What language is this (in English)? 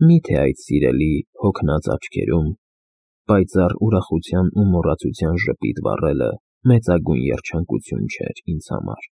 Armenian